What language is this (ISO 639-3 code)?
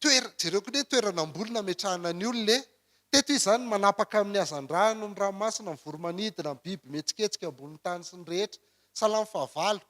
mlg